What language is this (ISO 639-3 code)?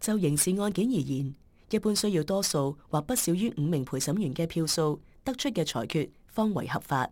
yue